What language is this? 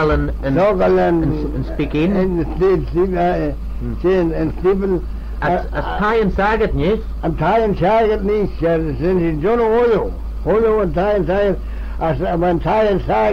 Manx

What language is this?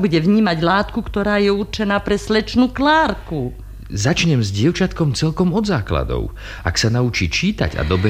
Slovak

